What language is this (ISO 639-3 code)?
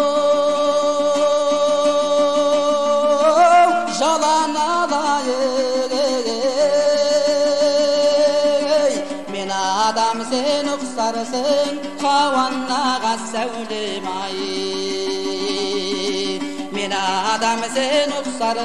kaz